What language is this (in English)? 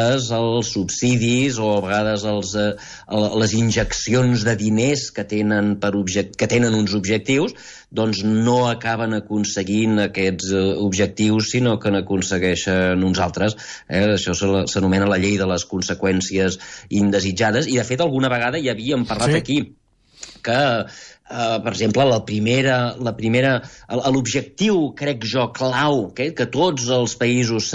Catalan